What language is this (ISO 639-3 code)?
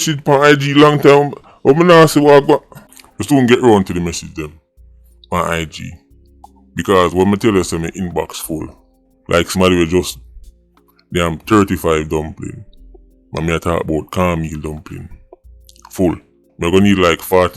jam